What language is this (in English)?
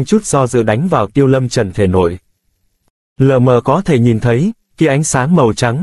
Vietnamese